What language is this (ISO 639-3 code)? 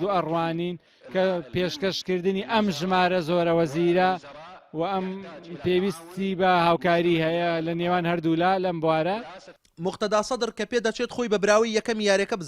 ckb